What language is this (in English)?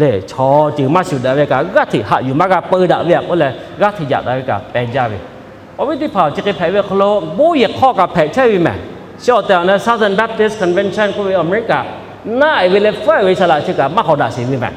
Lahu